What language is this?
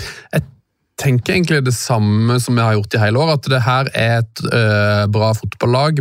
Norwegian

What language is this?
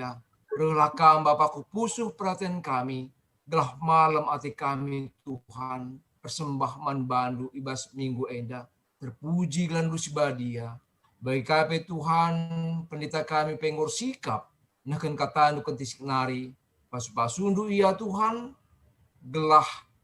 Batak Karo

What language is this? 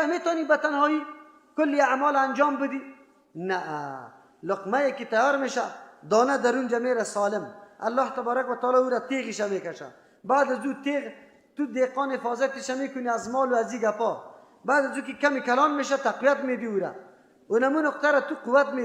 Persian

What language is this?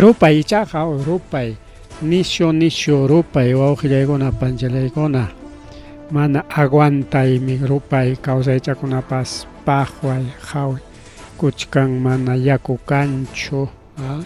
Ayacucho Quechua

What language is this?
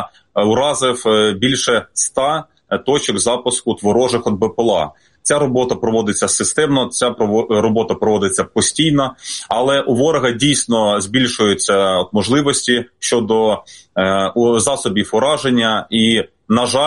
Ukrainian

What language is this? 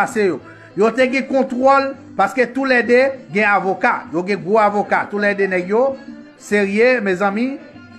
Haitian Creole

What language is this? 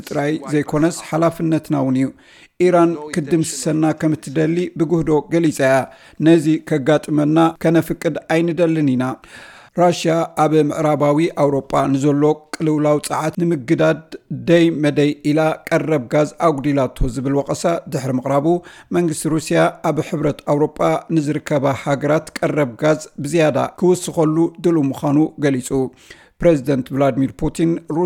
Tigrinya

